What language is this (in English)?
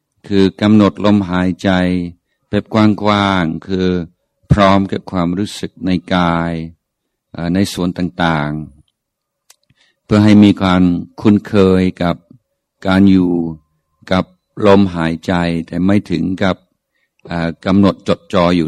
Thai